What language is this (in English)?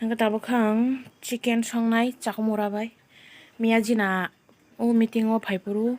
Kok Borok